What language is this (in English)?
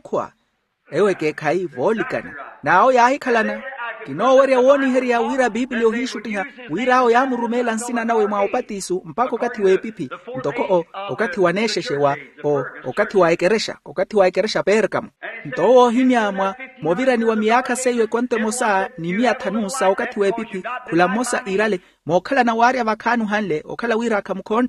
Makhuwa